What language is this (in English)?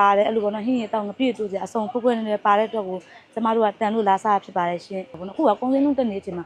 Burmese